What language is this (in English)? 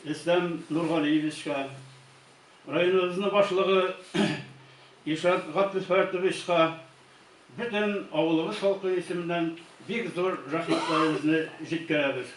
Tatar